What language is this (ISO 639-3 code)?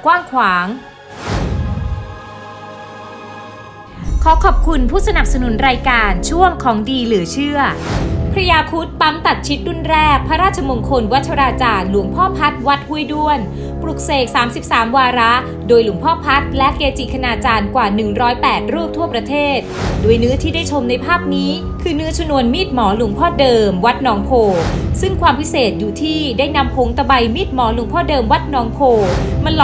tha